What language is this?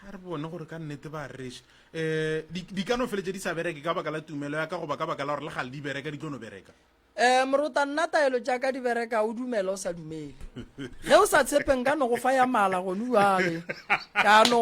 Northern Sotho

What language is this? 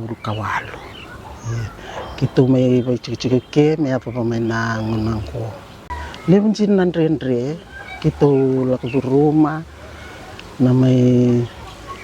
Fijian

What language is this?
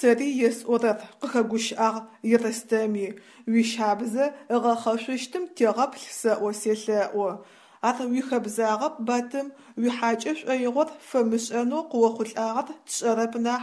Adyghe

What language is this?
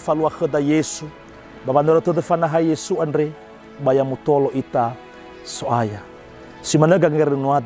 Nias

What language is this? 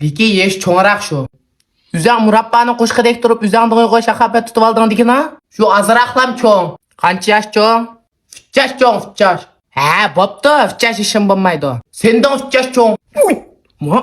Uyghur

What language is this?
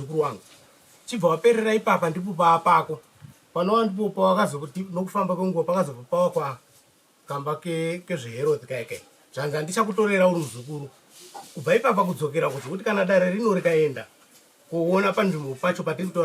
Shona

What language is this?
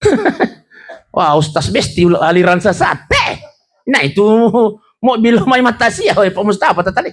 Buginese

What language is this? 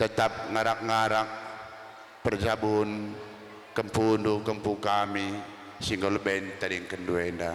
Batak Karo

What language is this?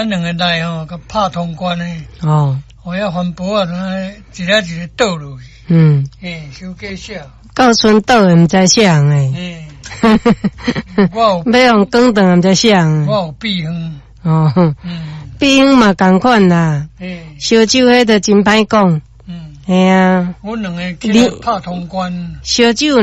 Min Nan Chinese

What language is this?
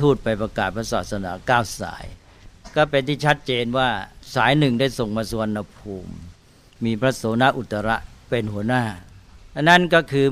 Thai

